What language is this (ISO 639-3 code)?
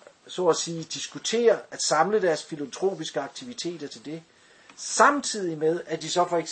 dan